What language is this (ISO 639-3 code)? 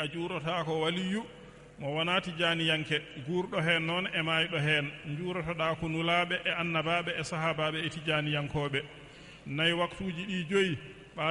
ful